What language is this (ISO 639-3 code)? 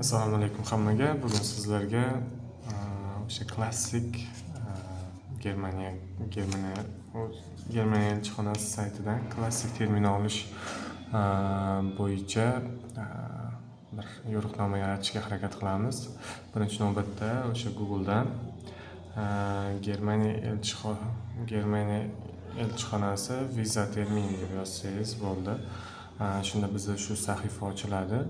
uzb